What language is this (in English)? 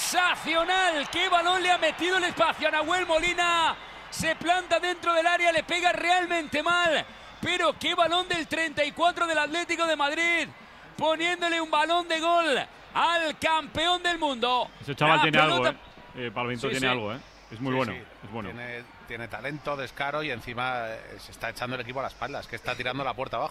Spanish